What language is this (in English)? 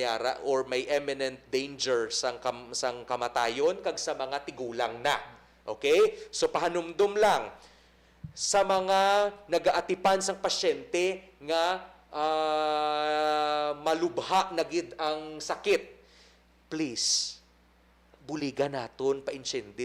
Hiligaynon